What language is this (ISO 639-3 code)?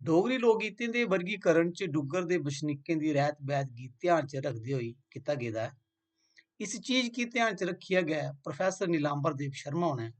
doi